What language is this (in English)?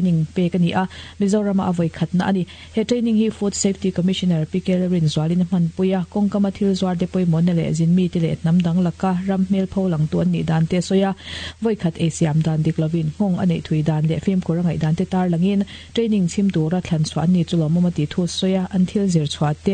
Mizo